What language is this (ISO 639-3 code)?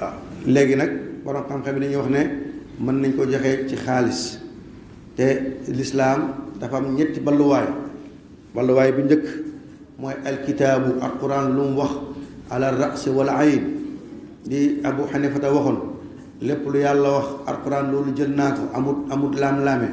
wol